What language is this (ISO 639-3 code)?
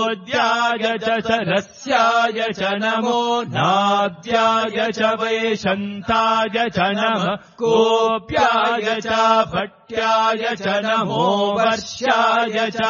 san